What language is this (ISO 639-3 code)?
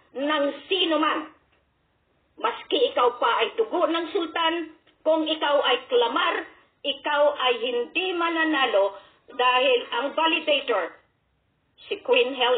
fil